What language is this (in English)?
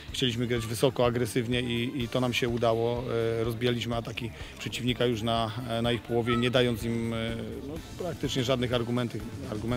Polish